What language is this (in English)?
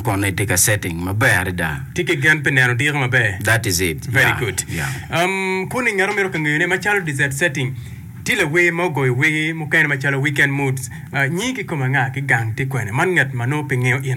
Acoli